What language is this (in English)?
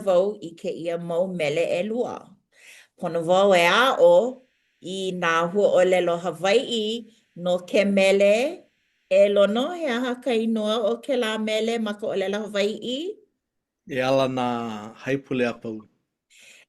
Hawaiian